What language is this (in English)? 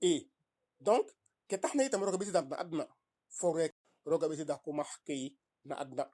Serer